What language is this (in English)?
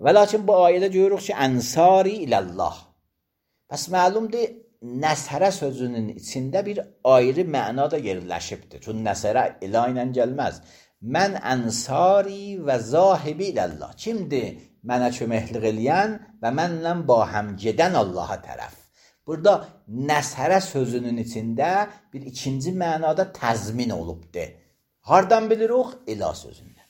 Azerbaijani